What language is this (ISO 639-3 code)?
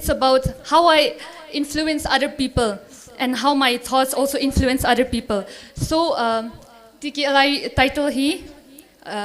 nmf